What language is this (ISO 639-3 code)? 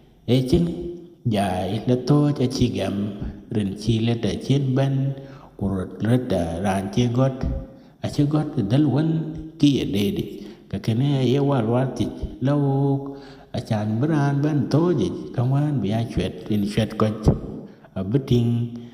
din